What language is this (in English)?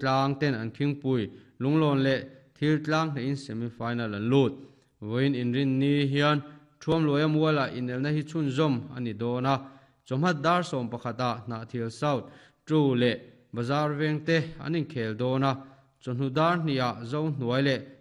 Mizo